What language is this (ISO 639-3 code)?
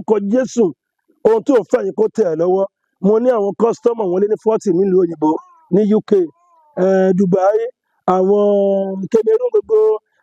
yor